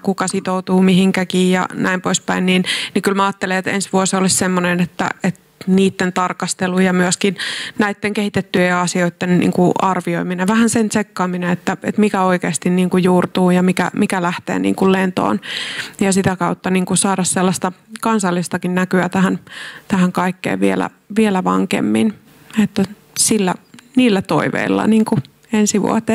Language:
Finnish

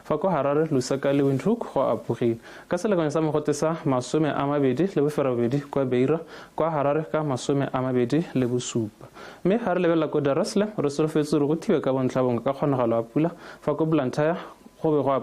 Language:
Tswana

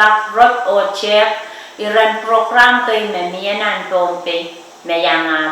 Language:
Pohnpeian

